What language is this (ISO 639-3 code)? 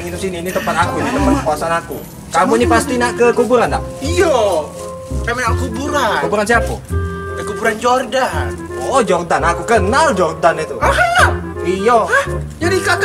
mui